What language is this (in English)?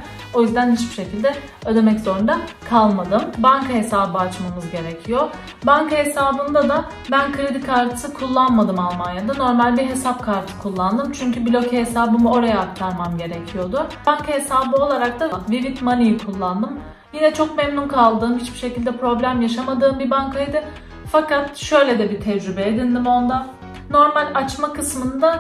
Turkish